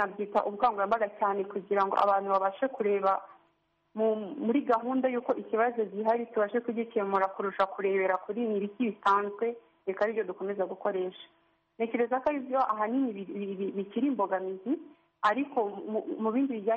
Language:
Kinyarwanda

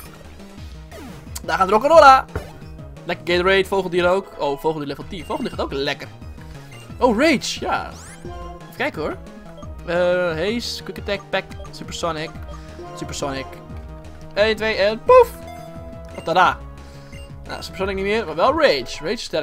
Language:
Dutch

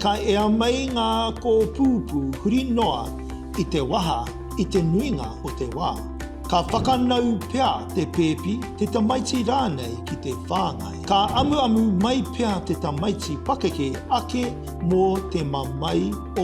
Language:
Māori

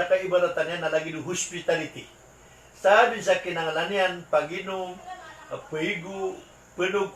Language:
Maranao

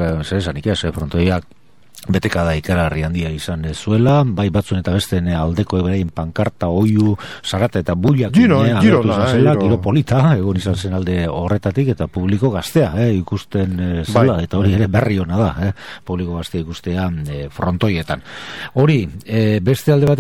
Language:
Basque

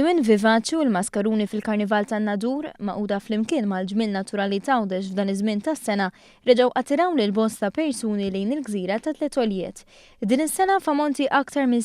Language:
Maltese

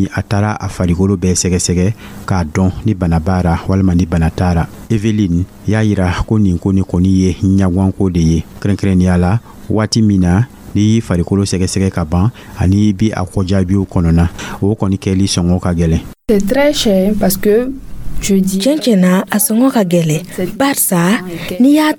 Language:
Dyula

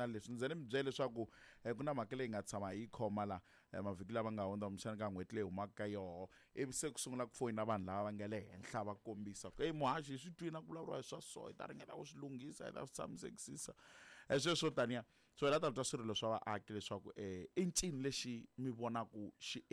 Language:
Tsonga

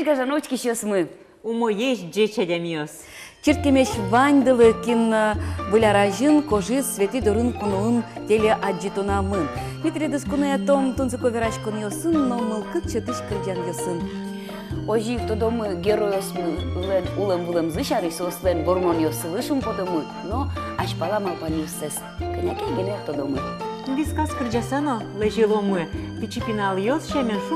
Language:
Udmurt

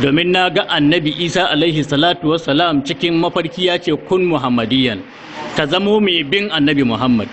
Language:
Hausa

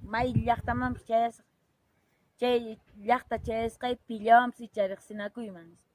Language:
Quechua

